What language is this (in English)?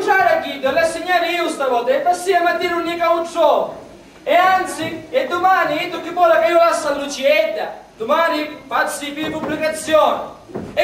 Sicilian